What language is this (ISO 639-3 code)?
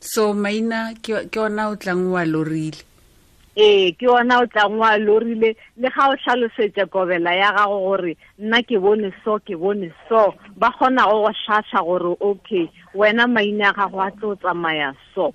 tsn